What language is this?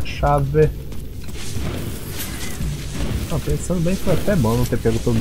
Portuguese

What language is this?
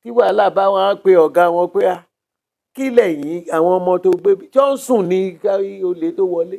Yoruba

